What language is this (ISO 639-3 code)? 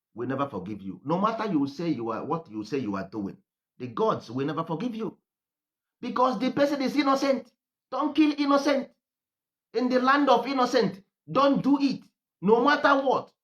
ibo